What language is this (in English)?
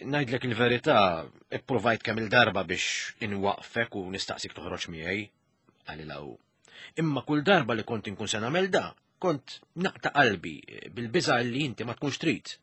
Maltese